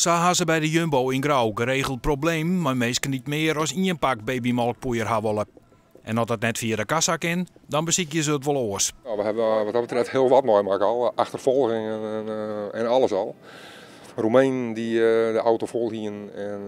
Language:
Western Frisian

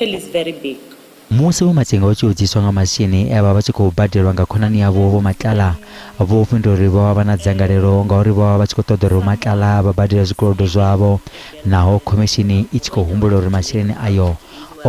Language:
Venda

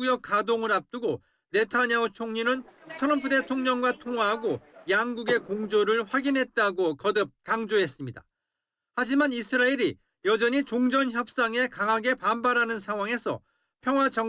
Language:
Korean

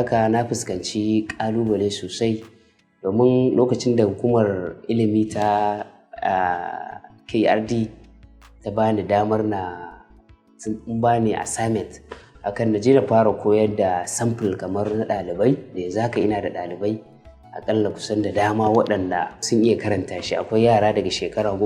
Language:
Hausa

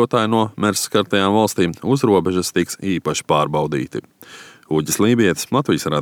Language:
Latvian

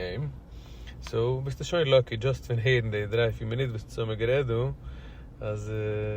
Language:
Yiddish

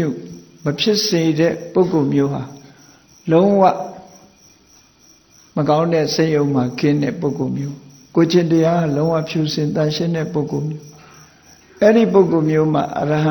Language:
Burmese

